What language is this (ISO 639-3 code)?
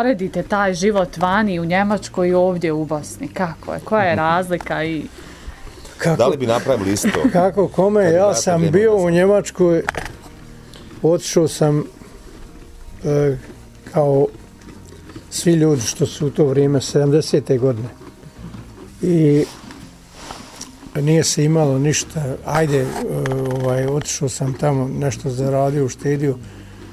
bos